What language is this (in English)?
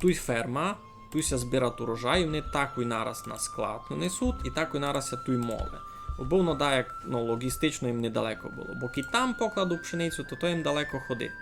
Rusyn